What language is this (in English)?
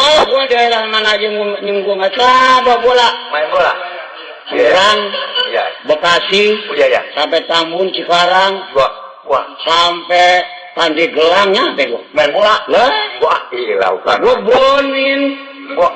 Betawi